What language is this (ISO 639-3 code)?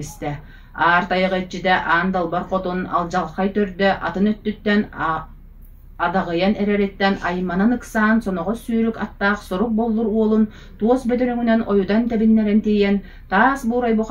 sah